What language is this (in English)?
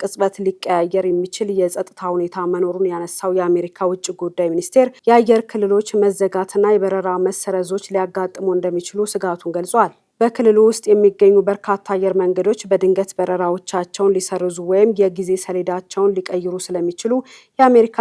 Amharic